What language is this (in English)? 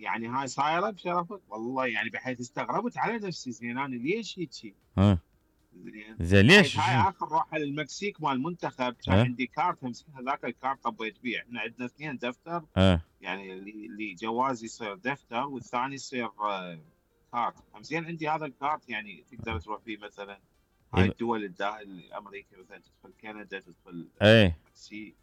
Mesopotamian Arabic